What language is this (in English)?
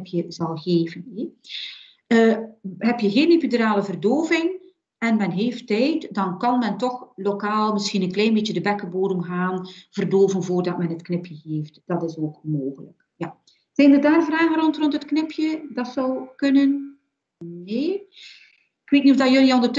Dutch